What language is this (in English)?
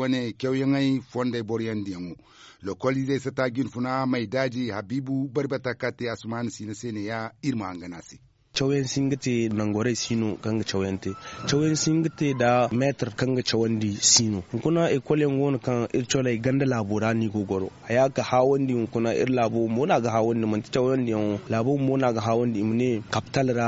Zarma